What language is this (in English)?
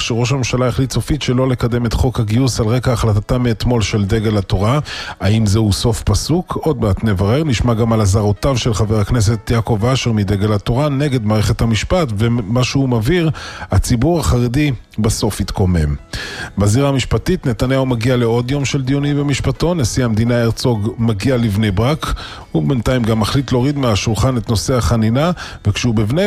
Hebrew